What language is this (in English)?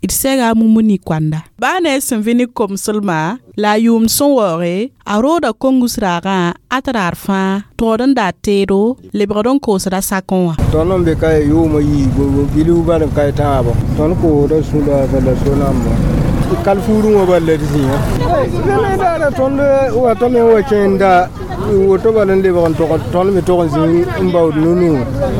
Mossi